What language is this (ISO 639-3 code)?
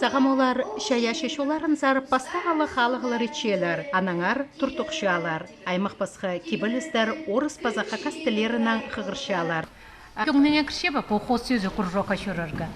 kjh